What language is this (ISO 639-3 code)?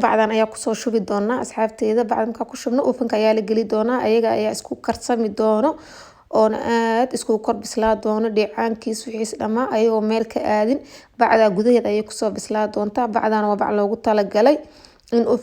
som